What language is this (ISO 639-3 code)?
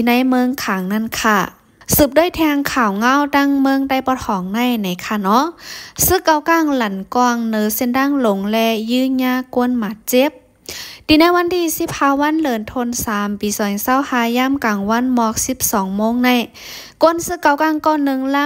shn